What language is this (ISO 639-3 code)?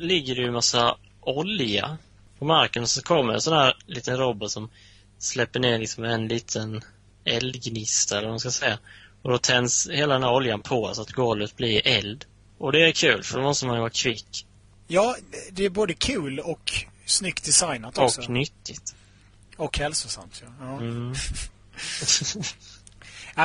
swe